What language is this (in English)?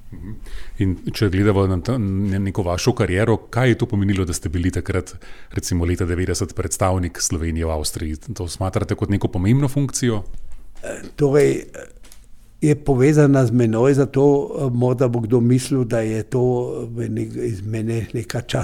Slovenian